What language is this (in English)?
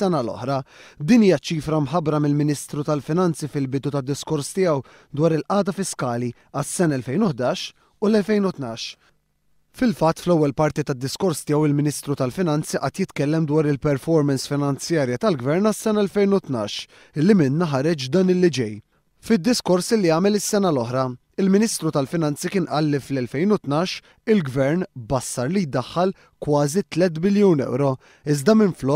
Maltese